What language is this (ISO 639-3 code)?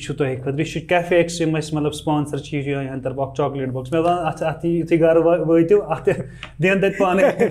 kas